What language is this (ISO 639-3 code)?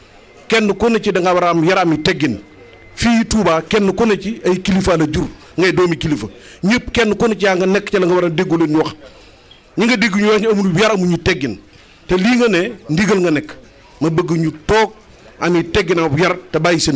wol